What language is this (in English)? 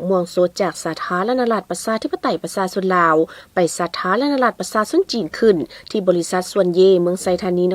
Lao